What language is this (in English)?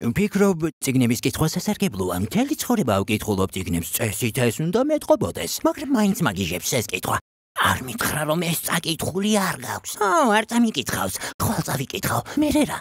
Georgian